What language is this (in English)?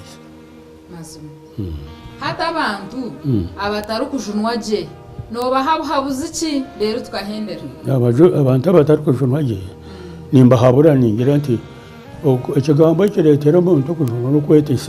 Nyankole